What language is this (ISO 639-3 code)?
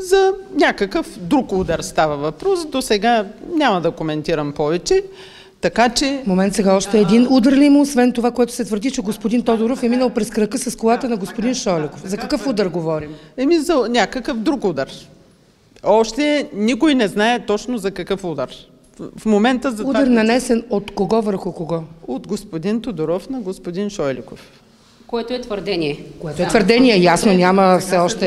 bul